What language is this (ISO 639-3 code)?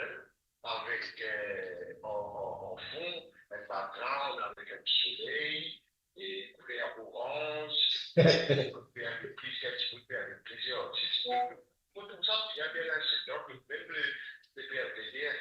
mfe